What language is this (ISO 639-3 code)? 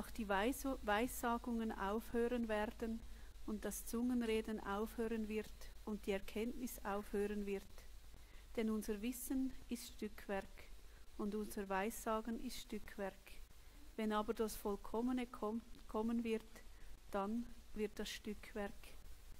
gsw